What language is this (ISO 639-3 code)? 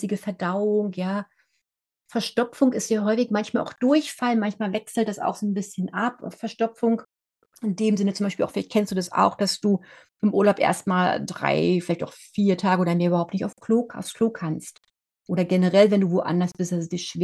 deu